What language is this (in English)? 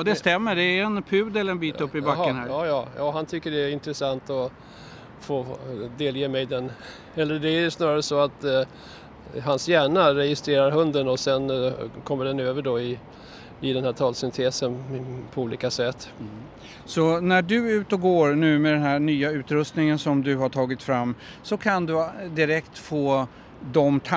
Swedish